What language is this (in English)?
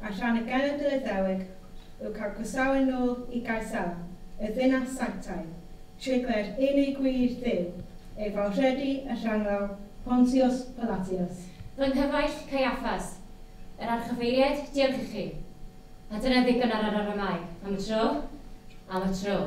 Welsh